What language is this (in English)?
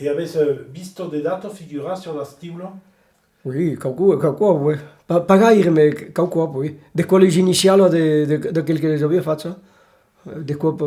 Occitan